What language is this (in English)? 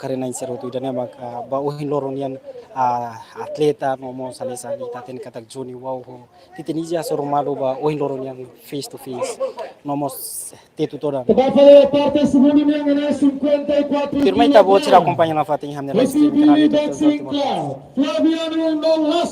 Tetum